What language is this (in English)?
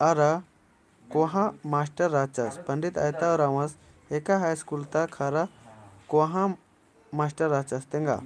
Kurukh